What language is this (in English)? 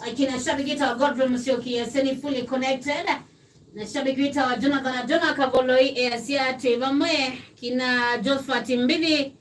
Kamba